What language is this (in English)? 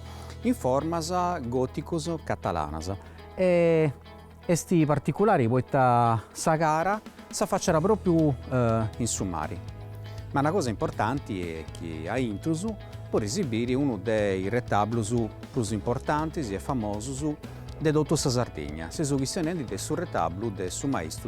Sardinian